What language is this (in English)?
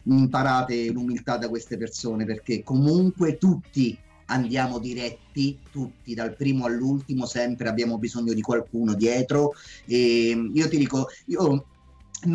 Italian